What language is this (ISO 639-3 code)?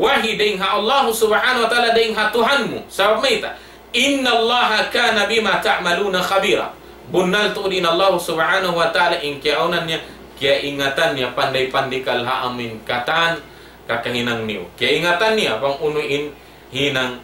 tsg